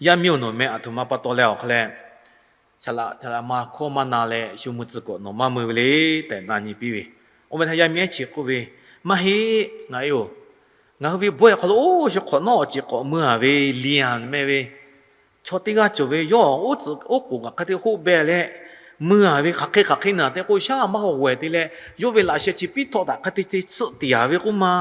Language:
Lahu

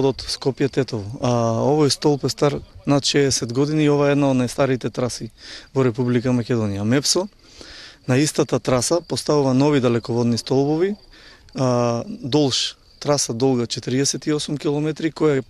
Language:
Macedonian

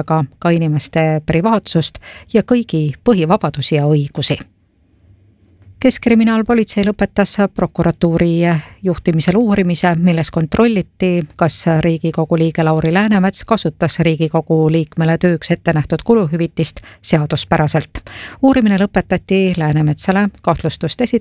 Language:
Estonian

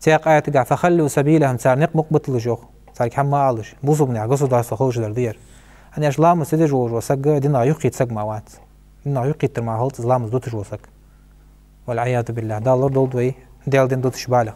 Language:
Ingush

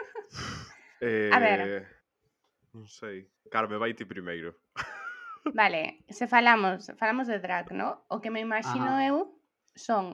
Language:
Galician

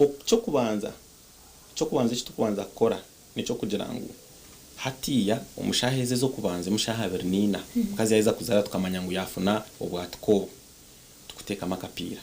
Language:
Nyankole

